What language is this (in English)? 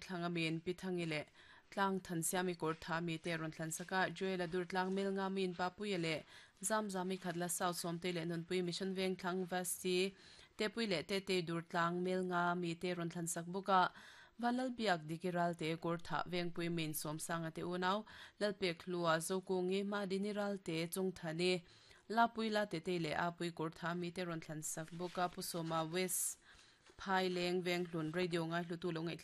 Mizo